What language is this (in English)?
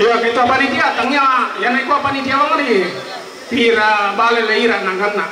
Toraja-Sa'dan